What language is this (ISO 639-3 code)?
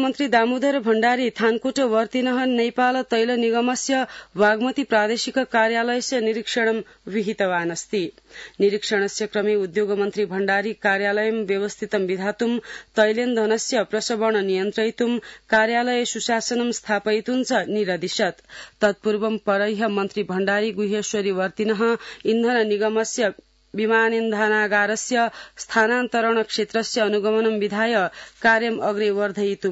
san